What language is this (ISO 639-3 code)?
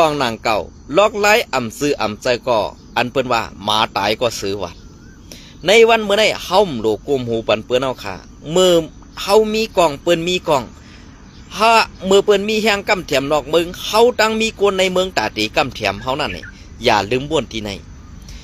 shn